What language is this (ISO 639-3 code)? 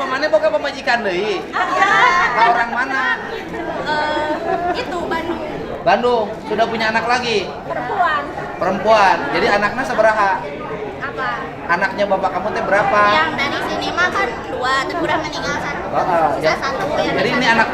sun